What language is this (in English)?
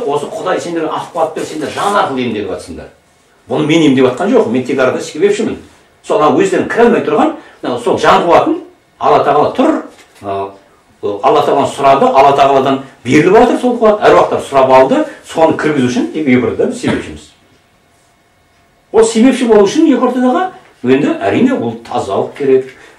Kazakh